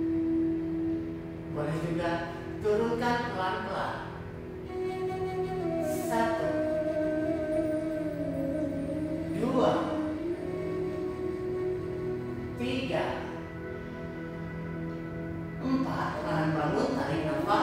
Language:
Indonesian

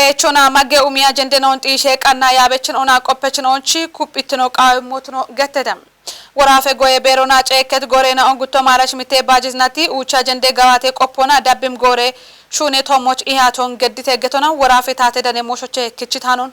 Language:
Kafa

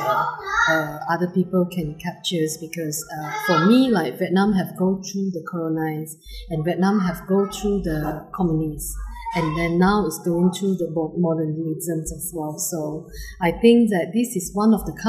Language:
English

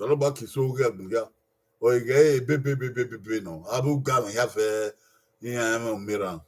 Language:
Bini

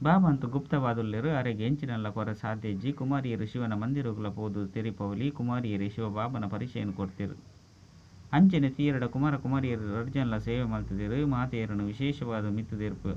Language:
Tulu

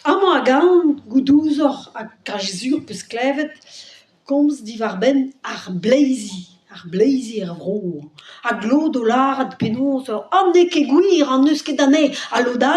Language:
Breton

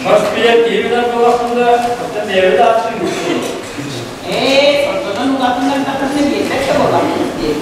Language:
Yakut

